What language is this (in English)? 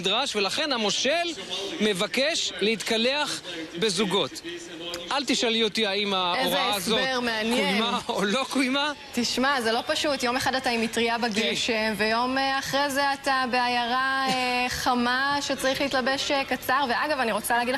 Hebrew